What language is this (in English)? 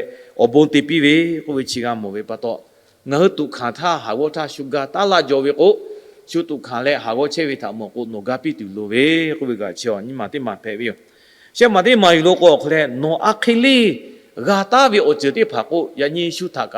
Lahu